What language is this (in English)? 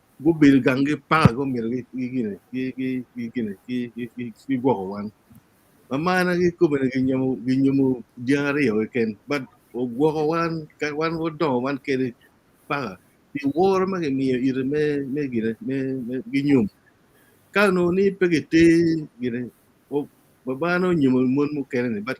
Acoli